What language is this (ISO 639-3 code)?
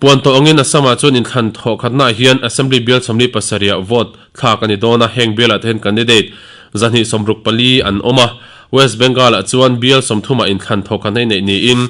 lus